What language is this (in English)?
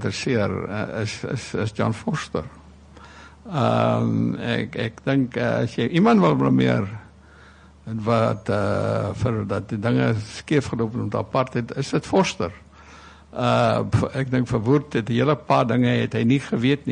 Afrikaans